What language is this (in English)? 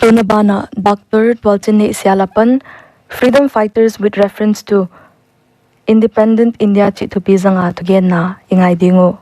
Paite Chin